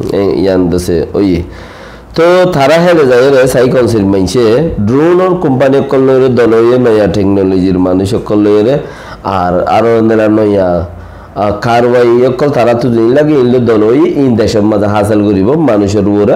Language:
Rohingya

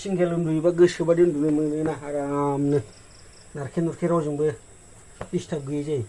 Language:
Bodo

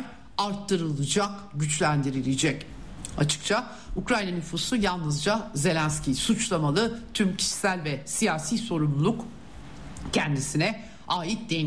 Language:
Turkish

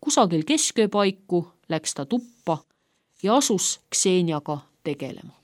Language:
Estonian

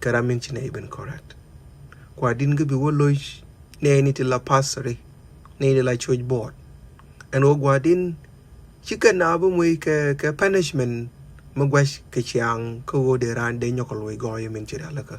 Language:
Nuer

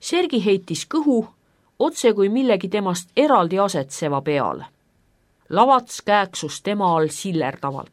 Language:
Estonian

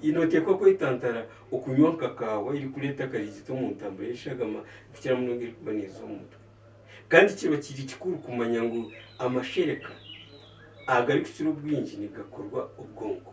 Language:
Nyankole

